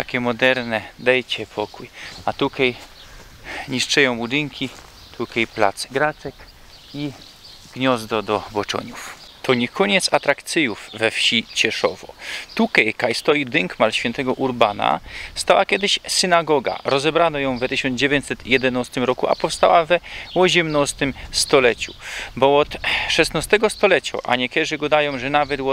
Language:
Silesian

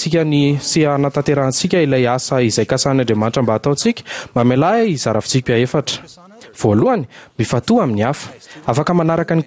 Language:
Malagasy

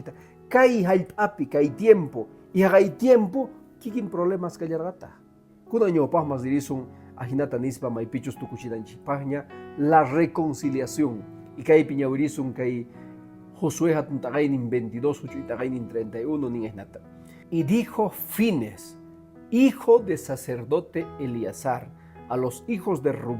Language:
Quechua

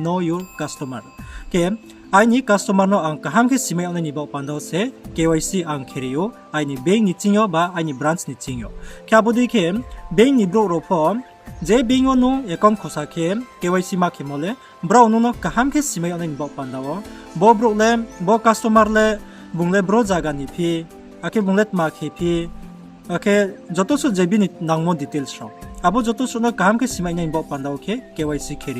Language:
Riang (India)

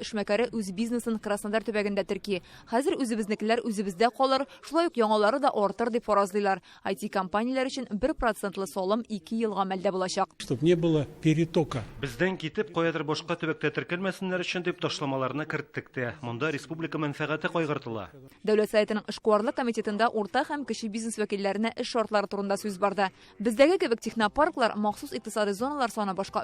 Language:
Tatar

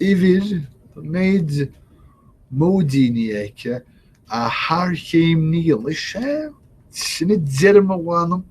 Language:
Irish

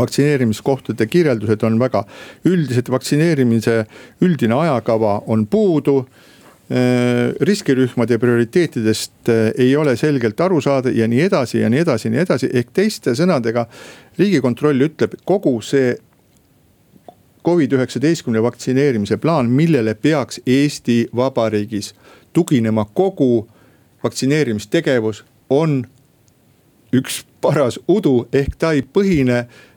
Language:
Estonian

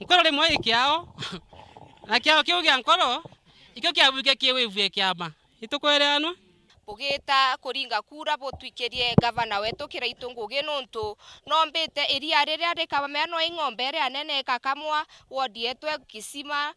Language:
Meru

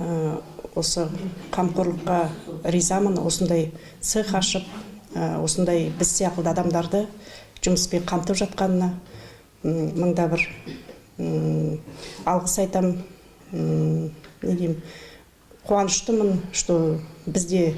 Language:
Kazakh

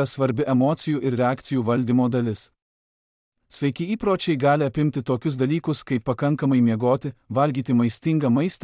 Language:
Lithuanian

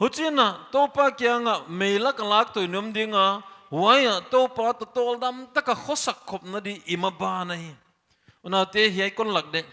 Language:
Paite Chin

